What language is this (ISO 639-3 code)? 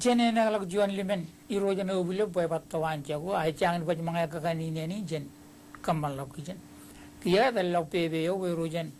mah